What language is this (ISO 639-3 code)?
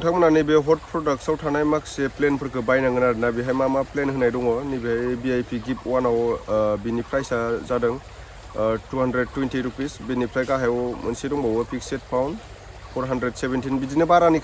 brx